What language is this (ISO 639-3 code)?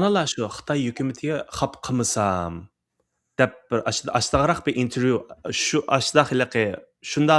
uig